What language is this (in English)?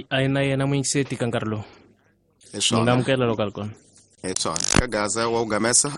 Tsonga